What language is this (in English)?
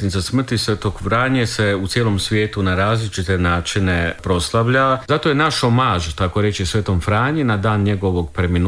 Croatian